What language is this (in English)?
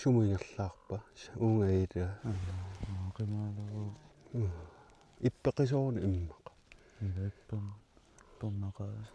Kalaallisut